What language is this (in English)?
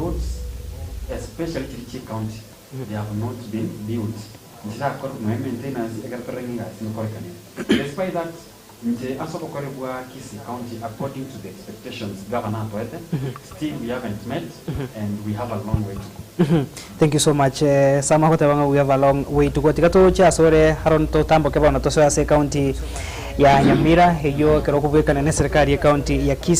Gusii